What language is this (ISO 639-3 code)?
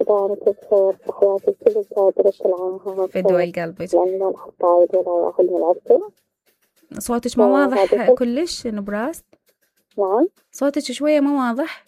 acm